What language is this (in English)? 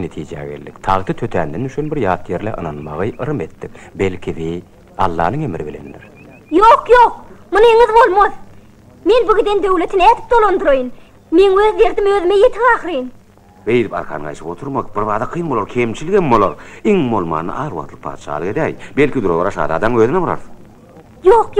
Turkmen